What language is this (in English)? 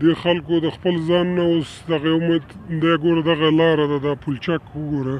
Pashto